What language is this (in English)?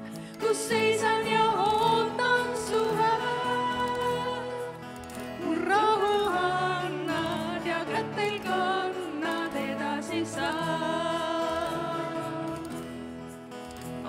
Estonian